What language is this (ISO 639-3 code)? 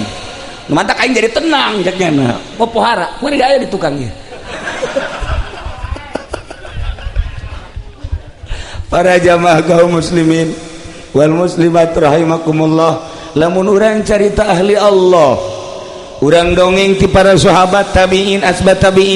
sun